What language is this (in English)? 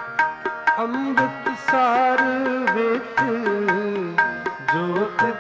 Punjabi